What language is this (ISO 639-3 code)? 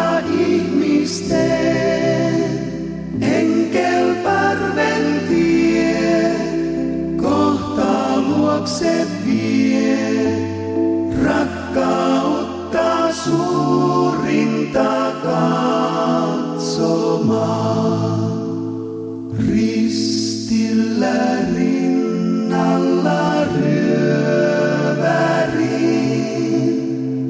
fin